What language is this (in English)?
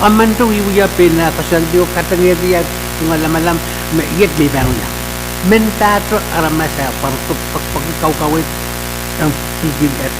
Pohnpeian